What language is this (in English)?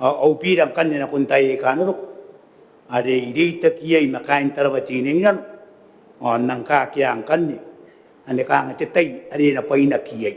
Gilbertese